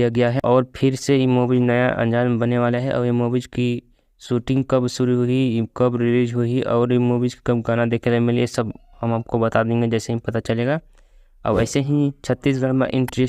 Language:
Chhattisgarhi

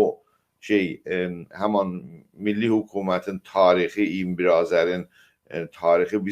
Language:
South Azerbaijani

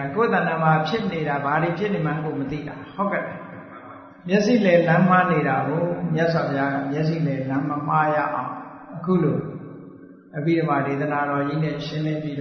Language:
Burmese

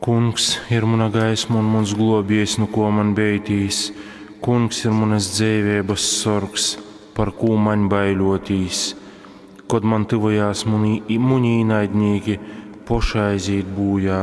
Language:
Latgalian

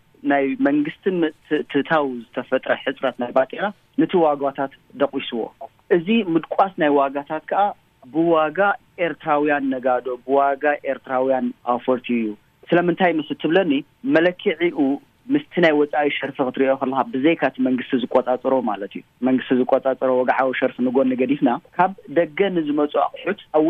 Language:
Tigrinya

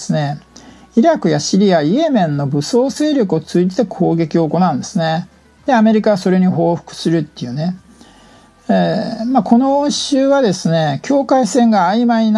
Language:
Japanese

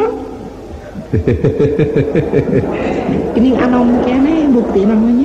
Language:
Sundanese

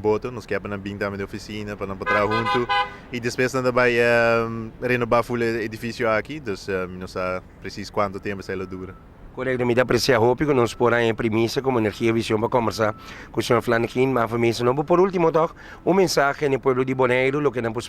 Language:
Papiamento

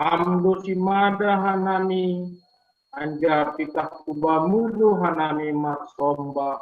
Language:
Batak Simalungun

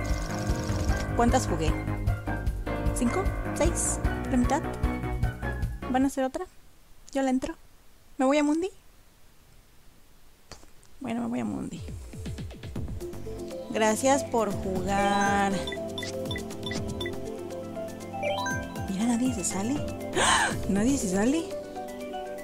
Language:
Spanish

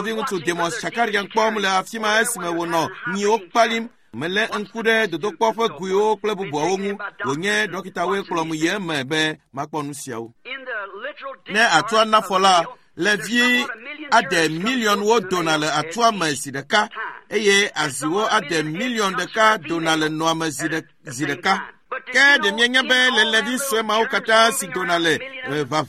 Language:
Ewe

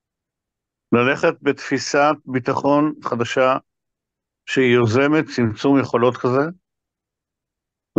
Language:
Hebrew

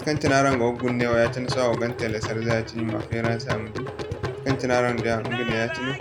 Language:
Zarma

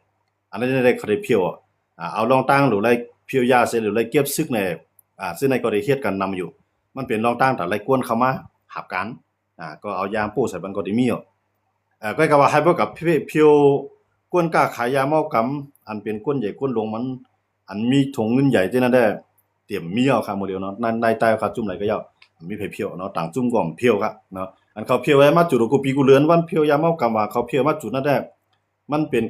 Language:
Shan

